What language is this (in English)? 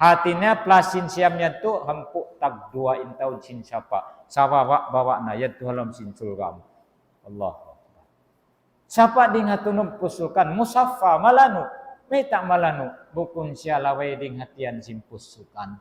Tausug